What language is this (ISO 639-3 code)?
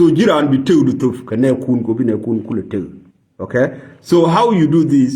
nus